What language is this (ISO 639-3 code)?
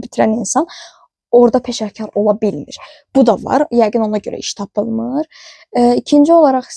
aze